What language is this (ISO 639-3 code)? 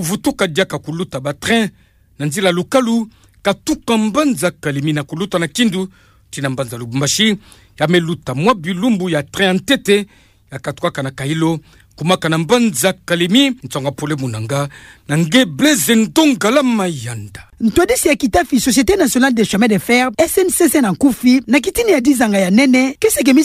ktu